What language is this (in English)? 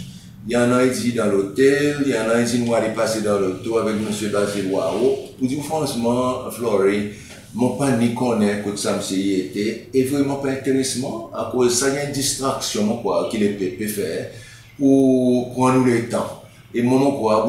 Seselwa Creole French